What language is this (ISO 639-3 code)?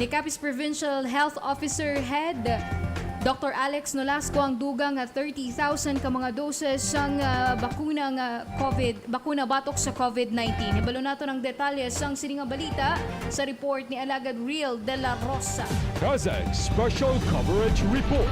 hil